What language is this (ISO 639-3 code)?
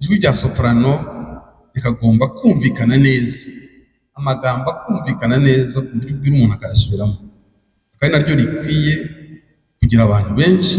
kin